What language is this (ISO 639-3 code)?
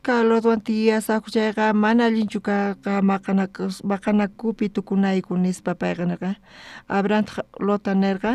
quh